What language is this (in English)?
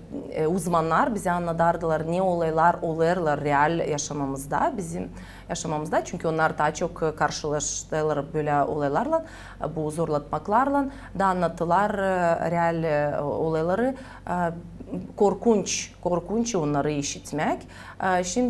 Gagauz